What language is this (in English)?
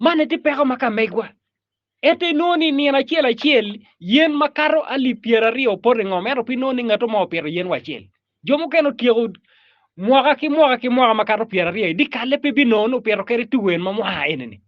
Acoli